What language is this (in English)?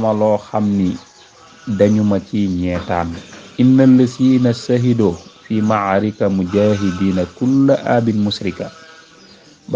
Wolof